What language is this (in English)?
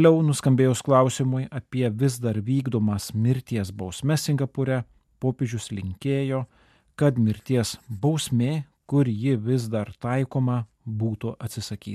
Lithuanian